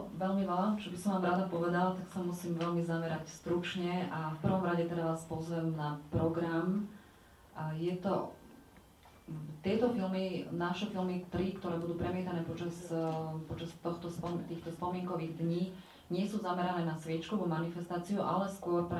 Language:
Slovak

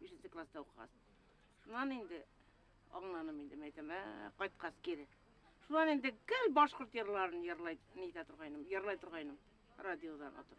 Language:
Bashkir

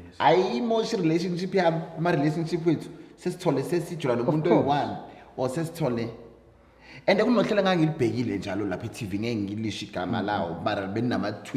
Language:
Zulu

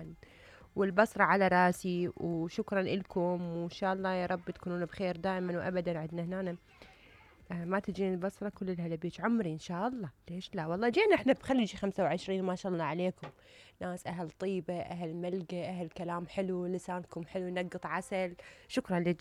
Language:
Mesopotamian Arabic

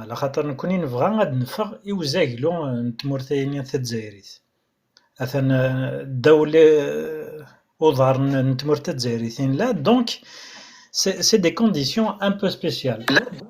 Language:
Kabyle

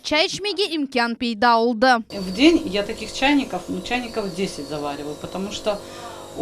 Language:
Crimean Tatar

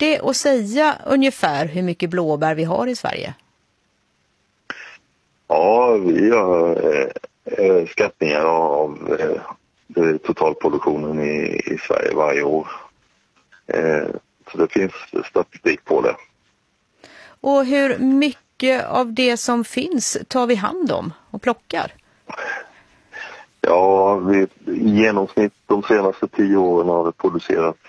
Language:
Swedish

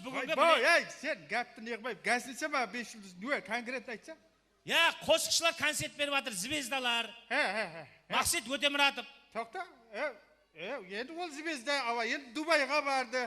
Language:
Kara-Kalpak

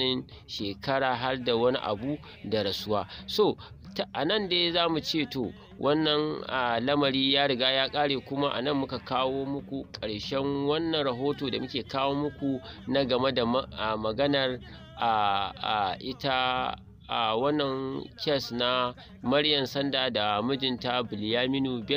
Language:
Hausa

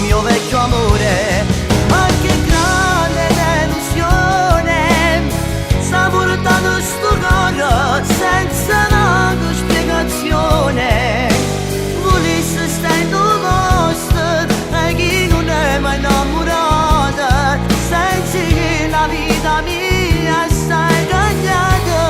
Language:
Neapolitan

